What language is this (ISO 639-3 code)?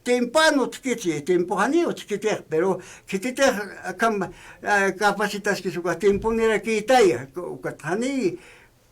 aym